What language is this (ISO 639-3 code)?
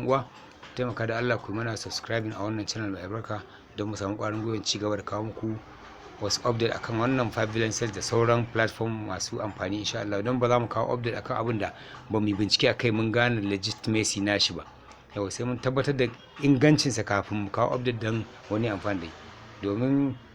hau